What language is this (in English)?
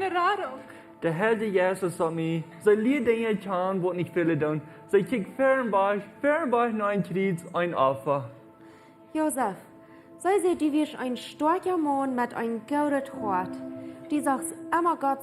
Plautdietsch